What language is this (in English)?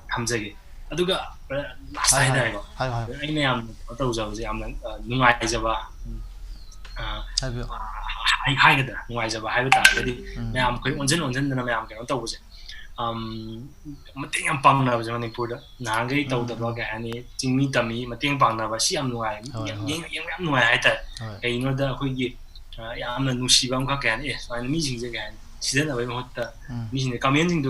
Manipuri